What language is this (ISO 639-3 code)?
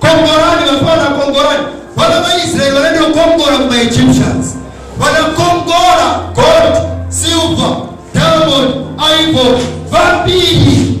nya